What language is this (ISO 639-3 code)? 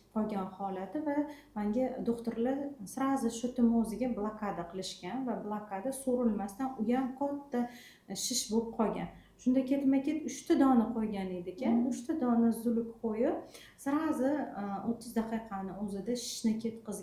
uzb